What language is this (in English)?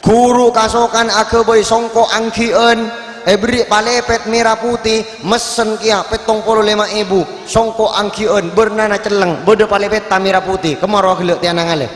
Madurese